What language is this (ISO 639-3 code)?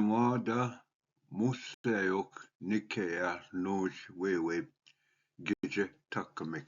oji